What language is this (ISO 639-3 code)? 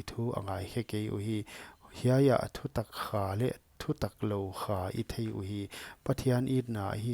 pck